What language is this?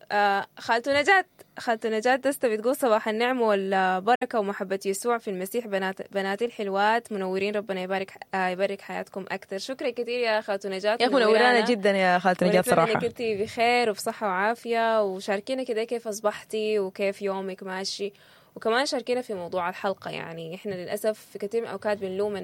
Sudanese Arabic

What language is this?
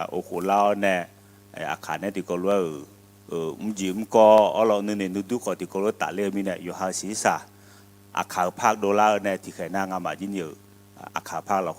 Akha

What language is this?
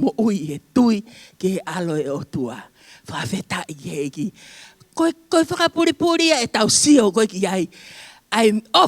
Tongan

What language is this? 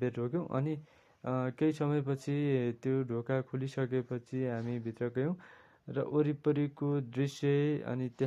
Nepali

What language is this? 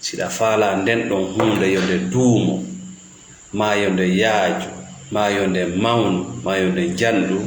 Fula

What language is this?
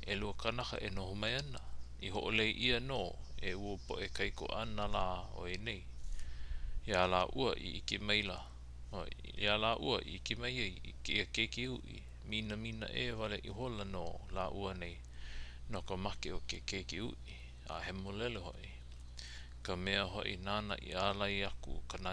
Hawaiian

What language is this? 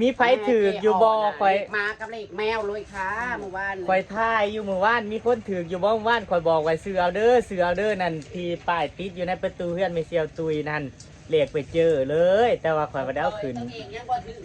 Northeastern Thai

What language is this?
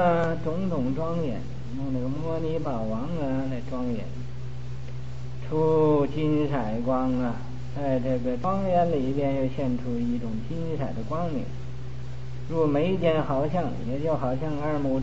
Chinese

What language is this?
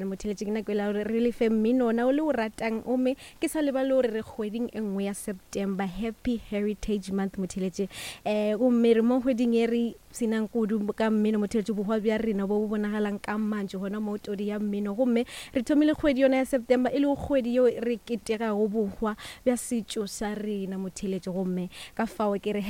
Northern Sotho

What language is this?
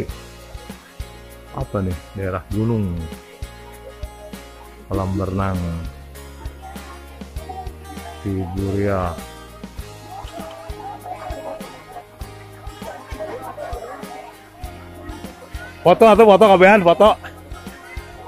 Indonesian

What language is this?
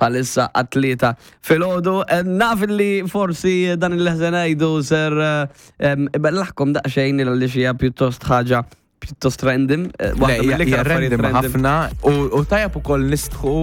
Maltese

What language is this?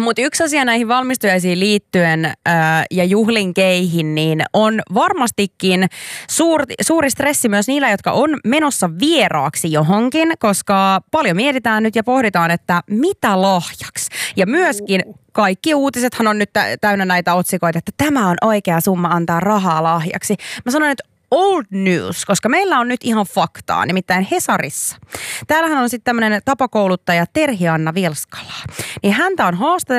Finnish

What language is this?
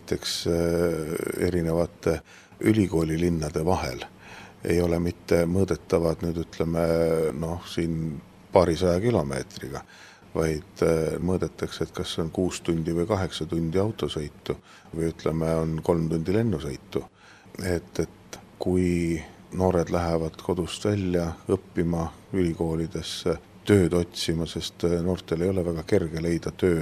Estonian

